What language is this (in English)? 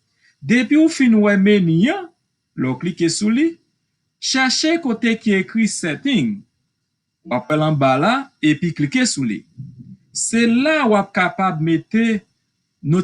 Haitian Creole